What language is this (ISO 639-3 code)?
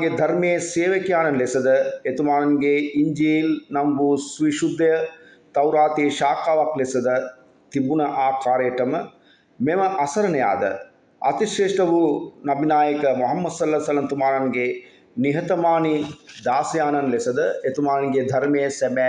sin